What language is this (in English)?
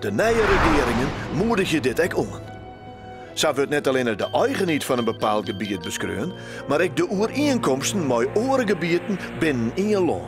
Western Frisian